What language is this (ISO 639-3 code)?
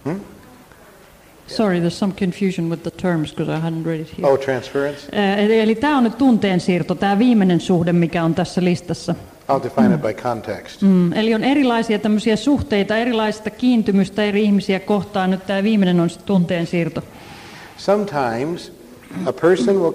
fin